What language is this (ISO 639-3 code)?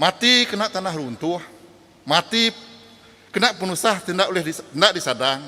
iba